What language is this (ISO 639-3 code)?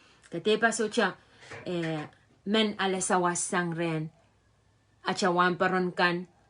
pon